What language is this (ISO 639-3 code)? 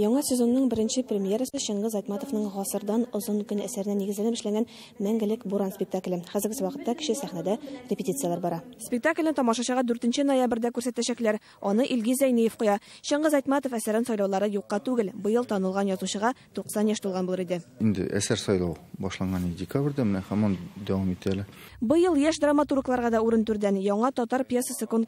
tat